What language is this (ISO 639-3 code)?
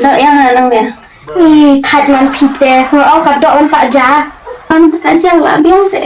kha